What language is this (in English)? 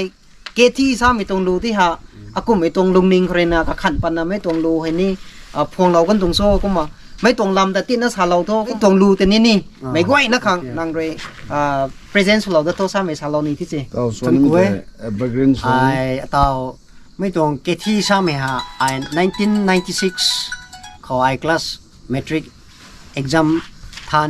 Rongmei Naga